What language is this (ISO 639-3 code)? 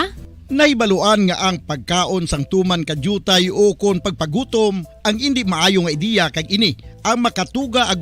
hil